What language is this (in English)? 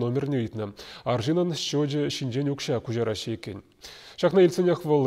Chuvash